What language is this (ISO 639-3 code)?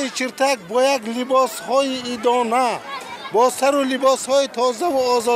tgk